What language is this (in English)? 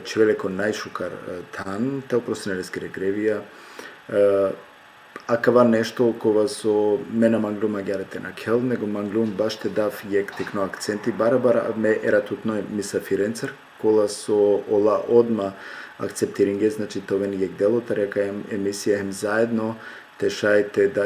Balkan Romani